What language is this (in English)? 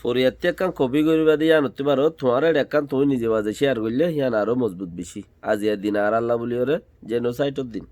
Rohingya